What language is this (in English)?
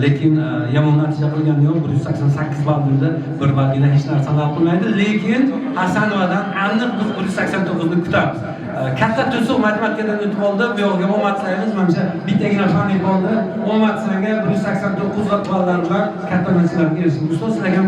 Uzbek